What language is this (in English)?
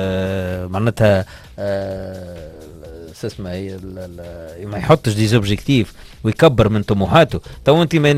Tunisian Arabic